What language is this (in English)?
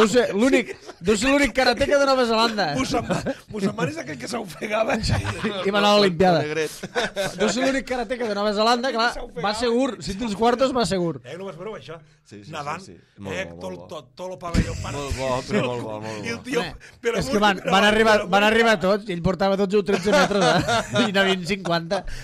Catalan